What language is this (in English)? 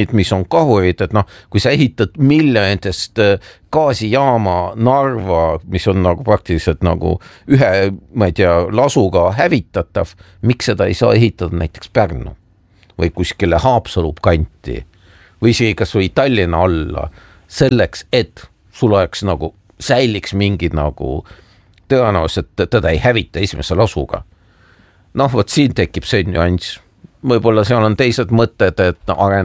Estonian